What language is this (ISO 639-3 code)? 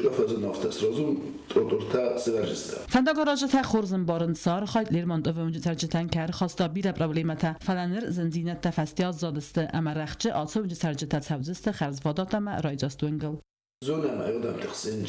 oss